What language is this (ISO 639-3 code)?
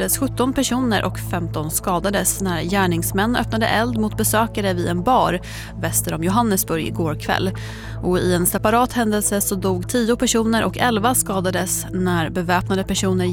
swe